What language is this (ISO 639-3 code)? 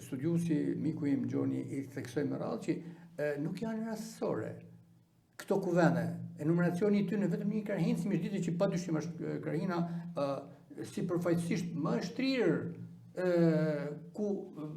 sqi